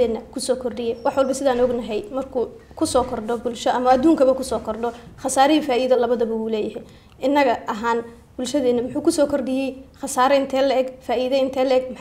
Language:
Somali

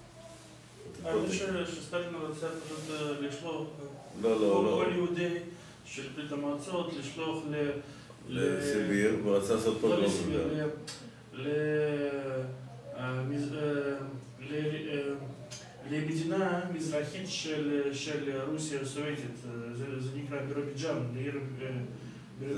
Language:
Hebrew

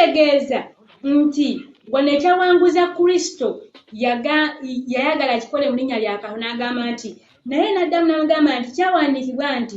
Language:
Ganda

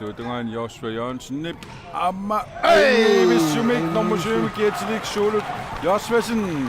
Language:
Kalaallisut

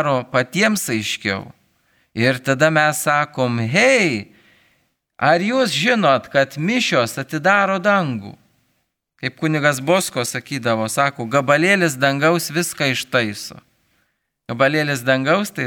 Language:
Lithuanian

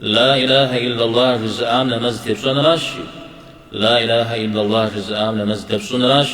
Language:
Kabardian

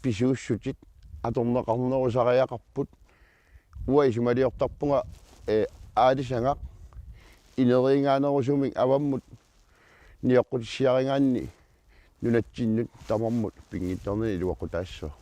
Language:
Kalaallisut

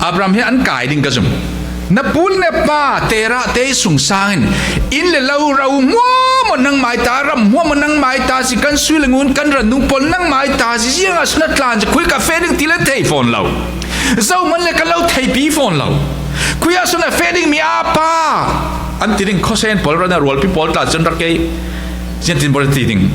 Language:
Falam Chin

